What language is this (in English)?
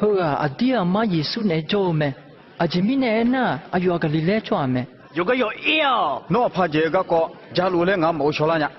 Akha